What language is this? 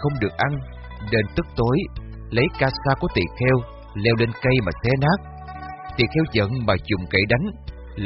Vietnamese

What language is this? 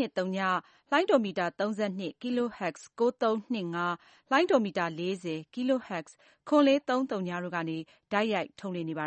Burmese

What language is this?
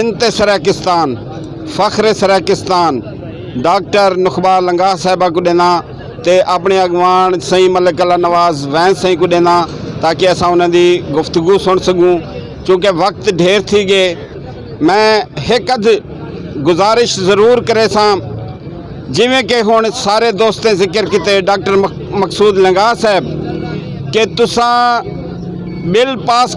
Saraiki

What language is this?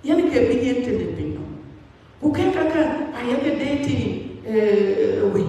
Dinka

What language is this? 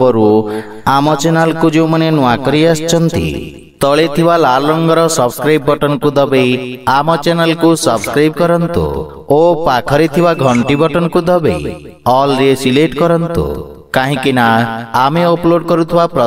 Odia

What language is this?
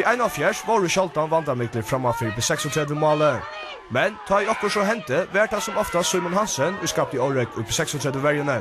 Faroese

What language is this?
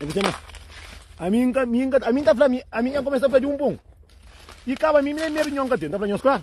Kabuverdianu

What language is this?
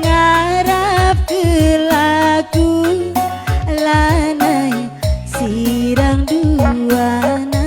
Batak Karo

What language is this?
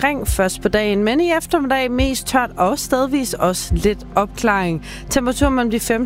Danish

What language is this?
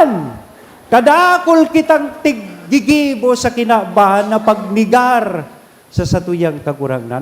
Bikol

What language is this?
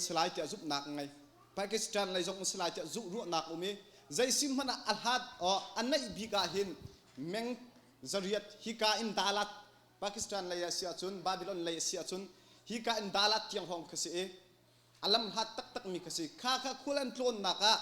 Hakha Chin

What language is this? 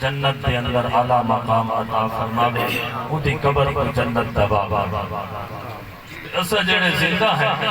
Saraiki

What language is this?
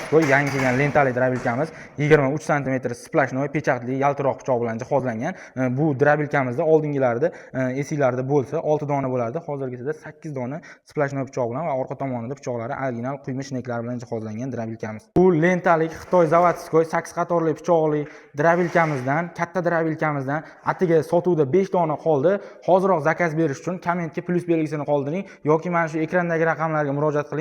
Uzbek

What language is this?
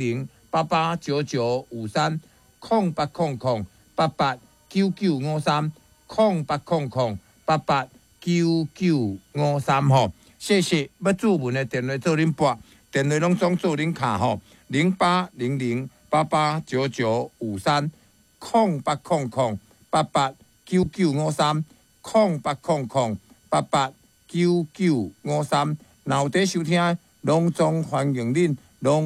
Min Nan Chinese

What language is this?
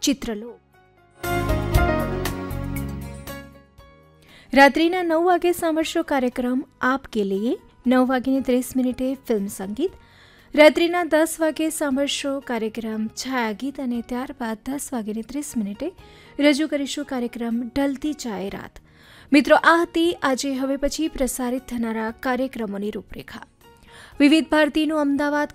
Gujarati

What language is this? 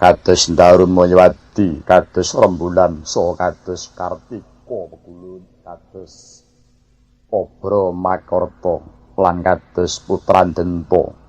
Javanese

